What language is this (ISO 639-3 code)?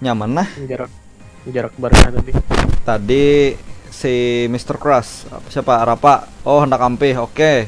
bjn